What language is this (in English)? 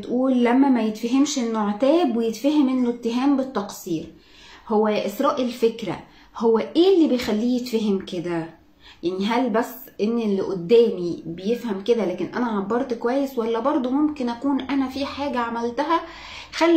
Egyptian Arabic